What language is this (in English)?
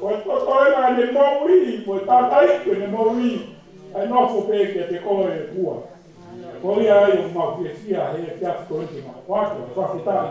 Tongan